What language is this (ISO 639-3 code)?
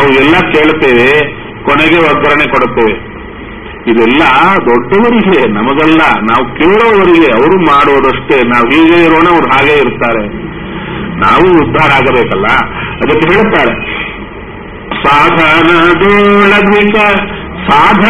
kan